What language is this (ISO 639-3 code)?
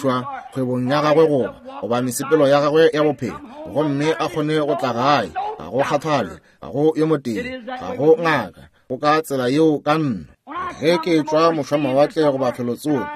nso